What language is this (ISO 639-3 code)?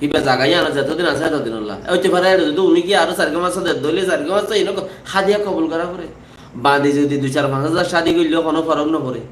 rhg